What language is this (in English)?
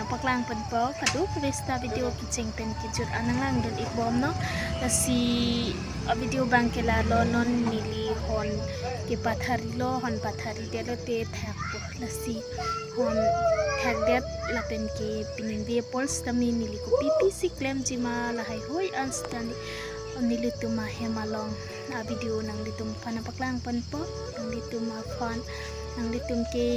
Karbi